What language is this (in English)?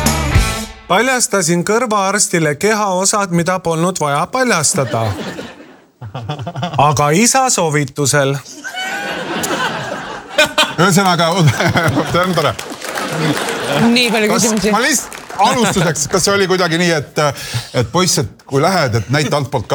Estonian